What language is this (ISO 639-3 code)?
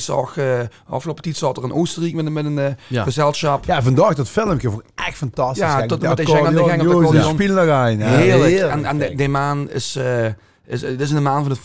lim